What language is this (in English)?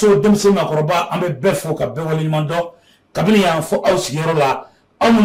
Bambara